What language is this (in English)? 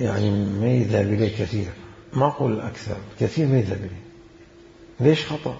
Mesopotamian Arabic